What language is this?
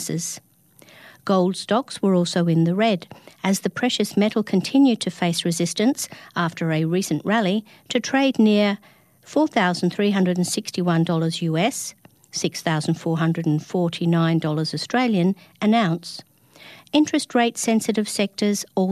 English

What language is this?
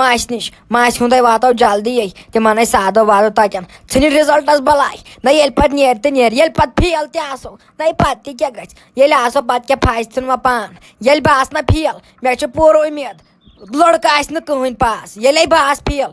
Kashmiri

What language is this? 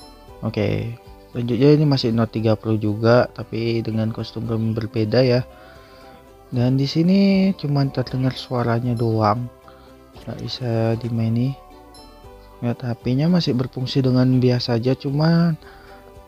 Indonesian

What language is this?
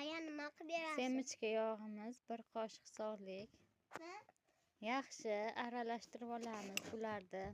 Uzbek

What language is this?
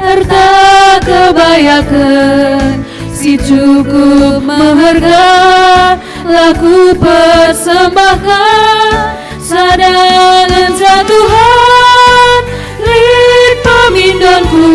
Batak Karo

